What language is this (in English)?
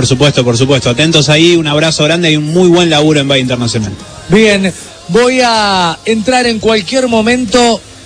Spanish